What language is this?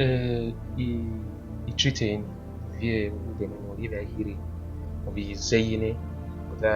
Bini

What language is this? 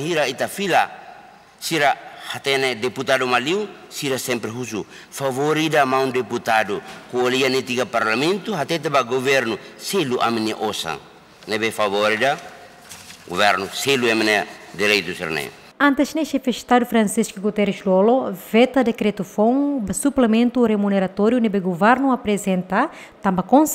Tetum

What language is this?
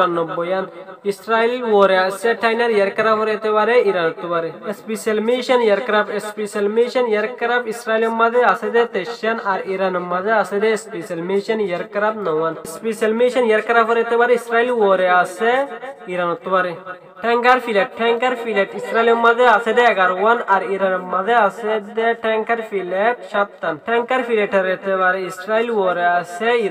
Rohingya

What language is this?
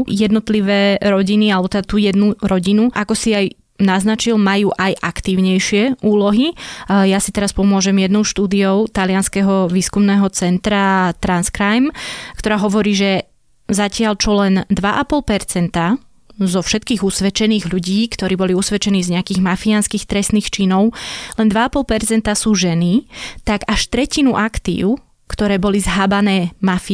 Slovak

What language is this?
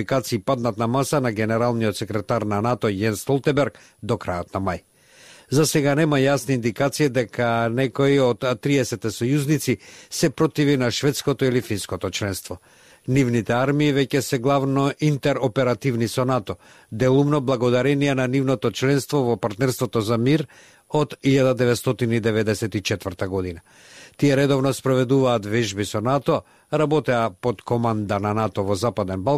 Macedonian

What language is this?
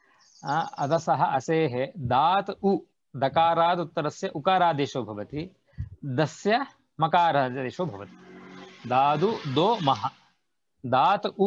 Sanskrit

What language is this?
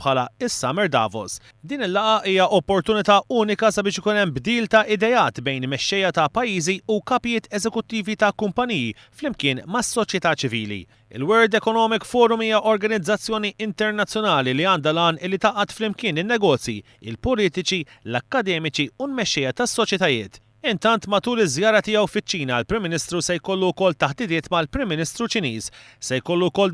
Maltese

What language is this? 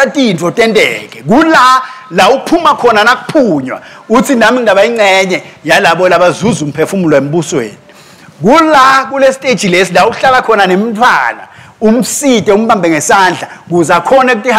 Swati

